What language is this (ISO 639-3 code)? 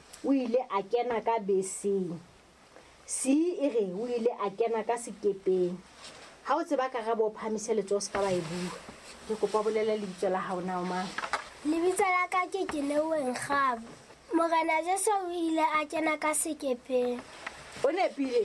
sot